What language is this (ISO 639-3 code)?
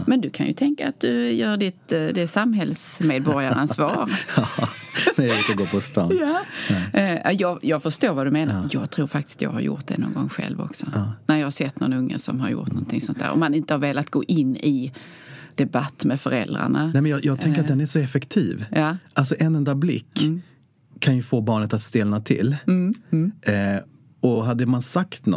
swe